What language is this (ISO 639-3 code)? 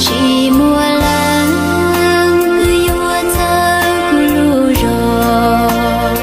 hmn